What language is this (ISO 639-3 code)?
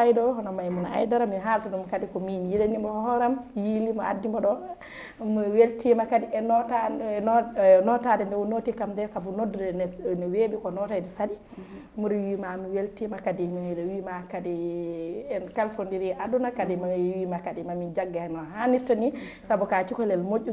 ful